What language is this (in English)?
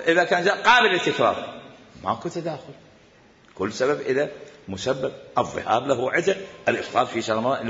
Mesopotamian Arabic